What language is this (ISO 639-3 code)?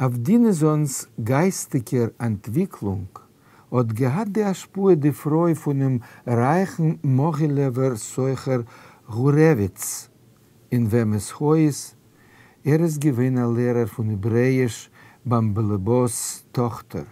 yid